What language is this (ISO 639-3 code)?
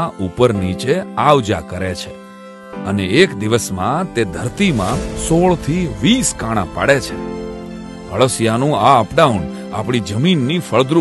guj